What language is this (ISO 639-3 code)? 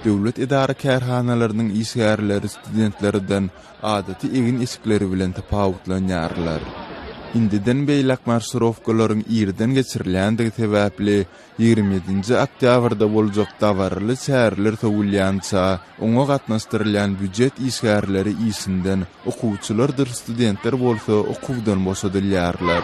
tuk